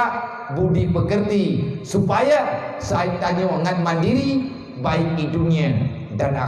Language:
Achinese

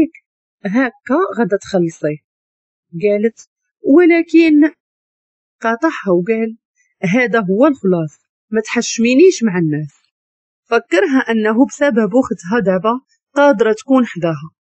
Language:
Moroccan Arabic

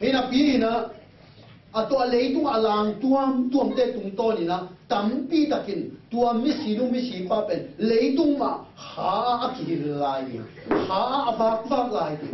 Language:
Tedim Chin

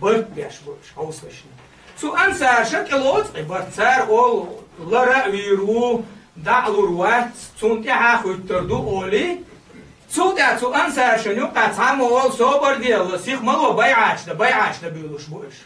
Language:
Chechen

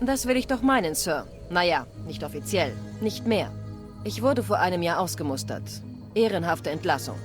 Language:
Bavarian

